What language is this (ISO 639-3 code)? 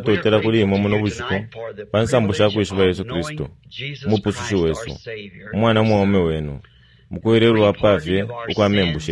bem